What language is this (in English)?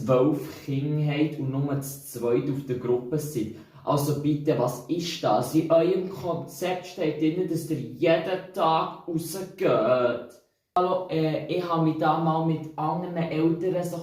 Swiss German